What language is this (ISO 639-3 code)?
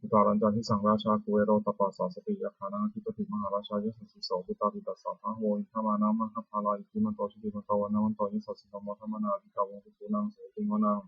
pli